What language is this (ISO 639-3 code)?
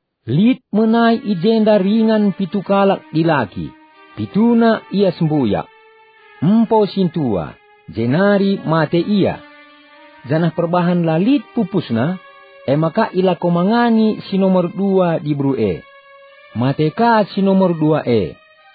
btx